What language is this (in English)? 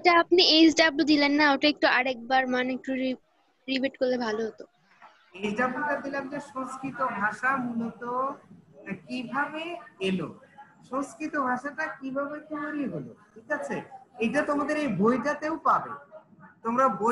Bangla